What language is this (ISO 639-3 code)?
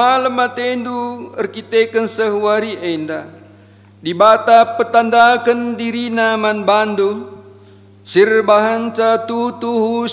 btx